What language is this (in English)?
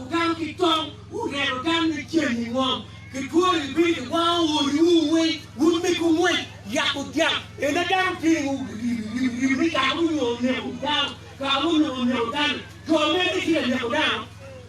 Acoli